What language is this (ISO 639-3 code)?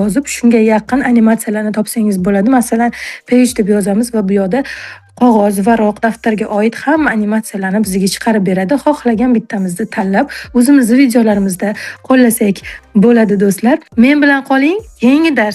uzb